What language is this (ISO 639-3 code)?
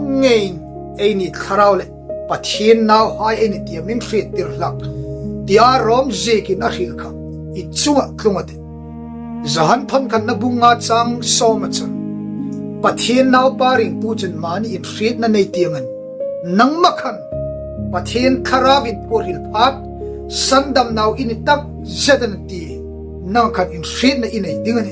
hmr